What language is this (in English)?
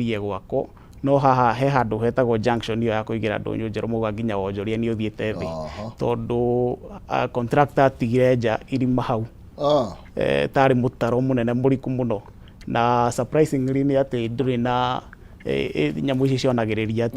Kikuyu